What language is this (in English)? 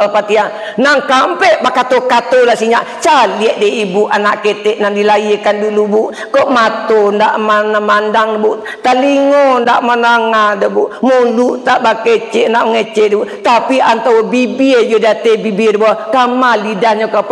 Minangkabau